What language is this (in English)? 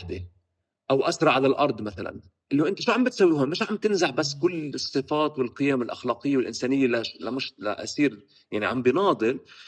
North Levantine Arabic